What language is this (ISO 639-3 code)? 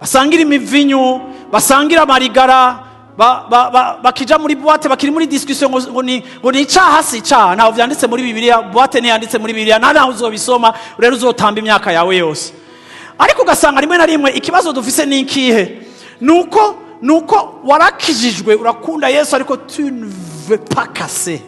run